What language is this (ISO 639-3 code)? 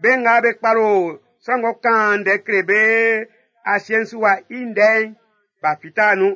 bci